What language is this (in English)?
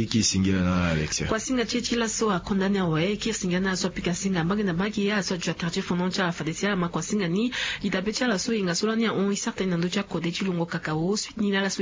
Sango